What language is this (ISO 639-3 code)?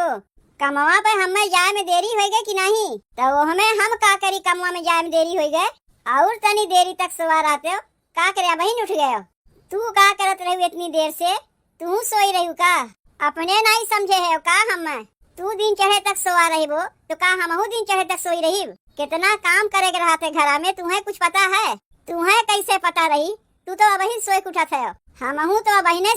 awa